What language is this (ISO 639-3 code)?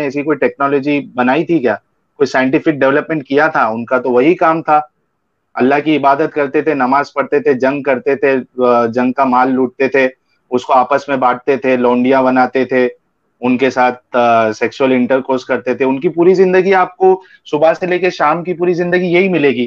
hin